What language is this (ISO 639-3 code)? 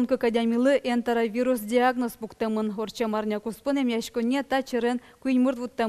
udm